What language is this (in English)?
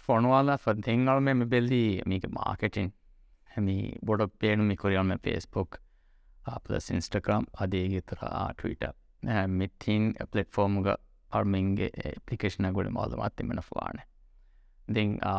Divehi